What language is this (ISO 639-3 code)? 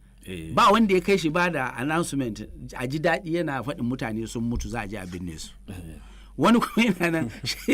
hau